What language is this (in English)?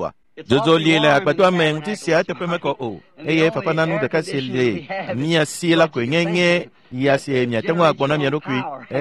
Ewe